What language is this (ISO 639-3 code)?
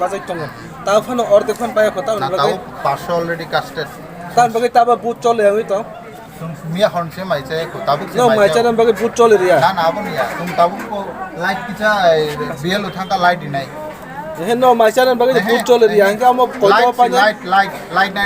trp